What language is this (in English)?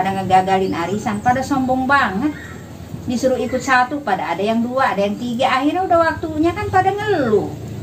Betawi